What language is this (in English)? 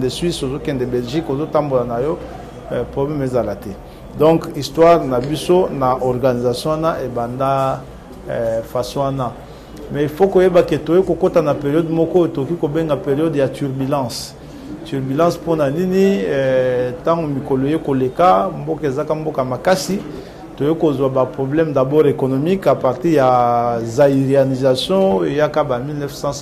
Lingala